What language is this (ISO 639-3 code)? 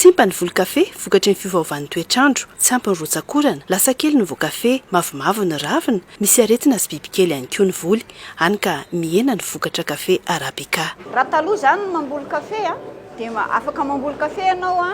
mlg